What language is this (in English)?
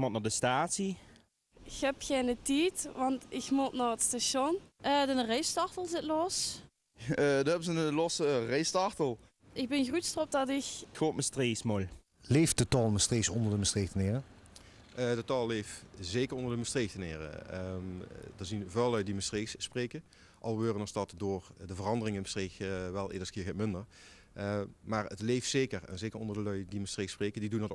Limburgish